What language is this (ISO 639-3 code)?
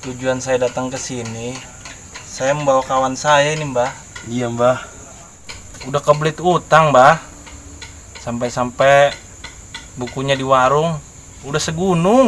bew